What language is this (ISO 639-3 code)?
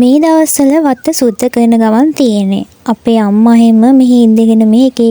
sin